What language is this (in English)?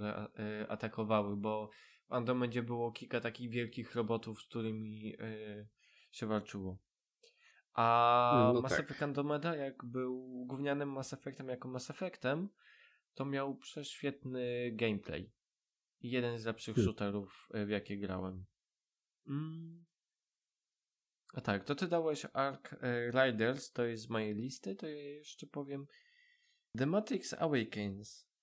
Polish